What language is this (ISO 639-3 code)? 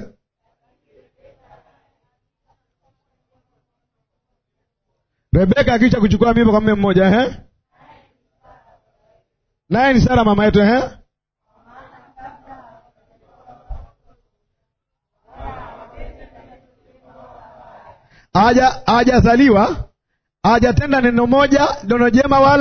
swa